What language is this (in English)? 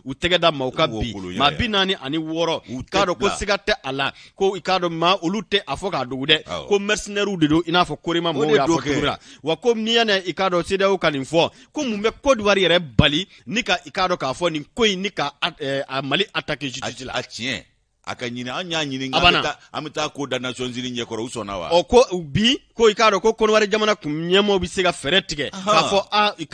Bambara